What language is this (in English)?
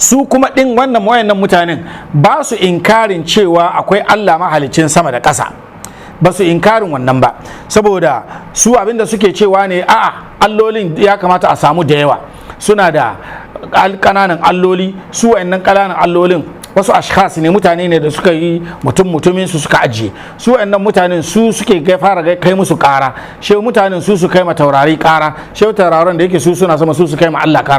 Hausa